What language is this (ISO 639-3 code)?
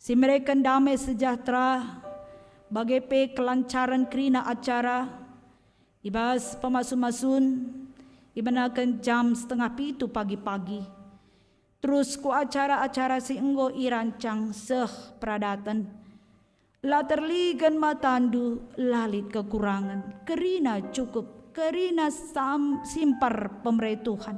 btx